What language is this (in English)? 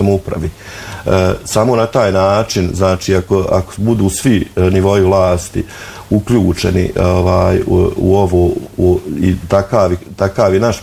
Bosnian